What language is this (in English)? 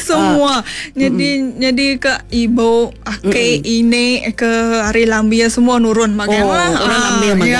Iban